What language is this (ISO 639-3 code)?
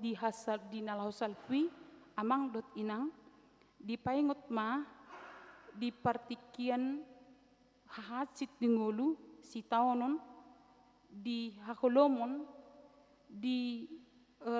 bbc